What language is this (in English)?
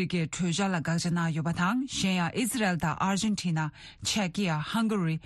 Tibetan